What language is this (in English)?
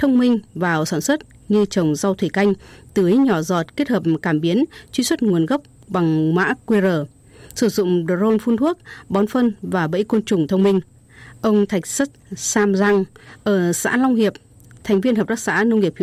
Vietnamese